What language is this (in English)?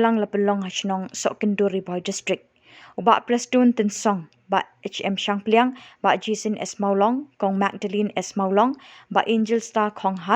Khasi